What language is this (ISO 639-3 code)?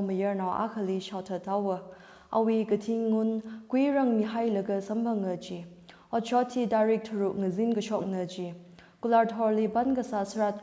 nmf